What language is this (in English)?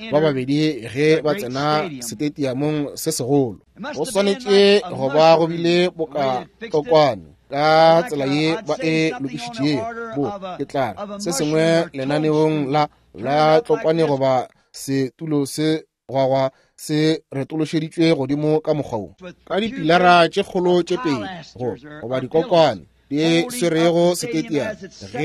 Northern Sotho